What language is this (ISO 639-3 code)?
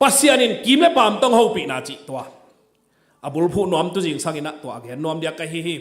ctd